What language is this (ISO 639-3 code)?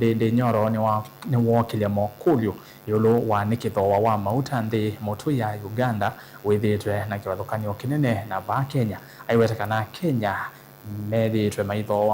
kam